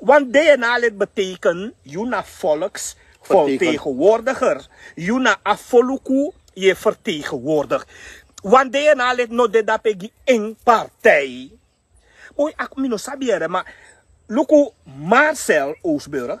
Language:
Sranan Tongo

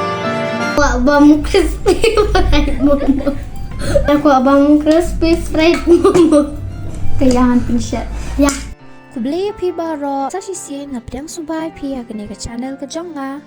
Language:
Khasi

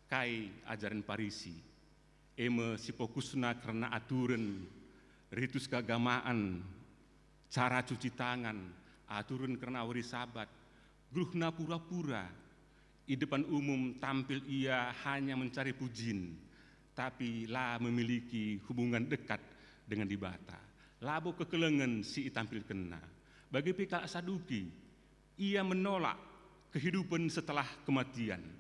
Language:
Batak Karo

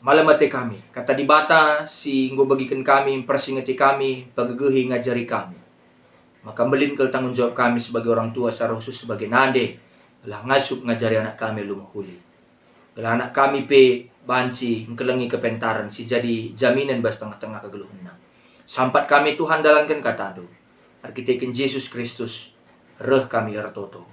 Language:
Batak Karo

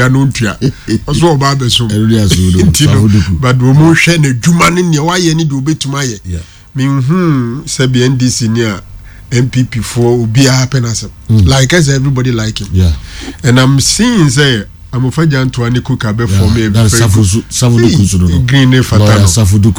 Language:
Akan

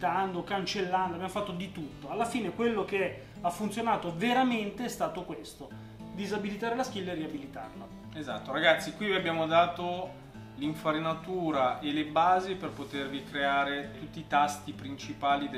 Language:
Italian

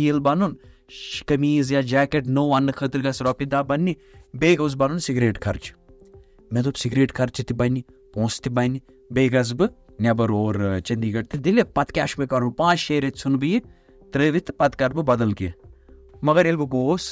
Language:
Kashmiri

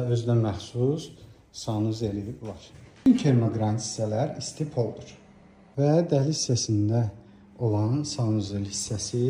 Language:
Azerbaijani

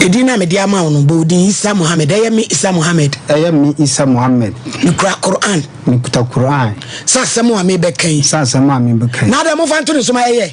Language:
Akan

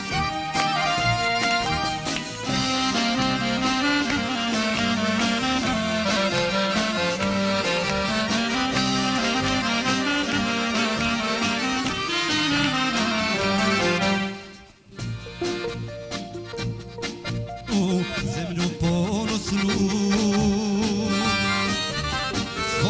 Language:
Bosnian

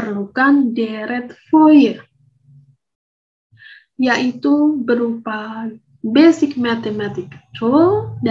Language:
Indonesian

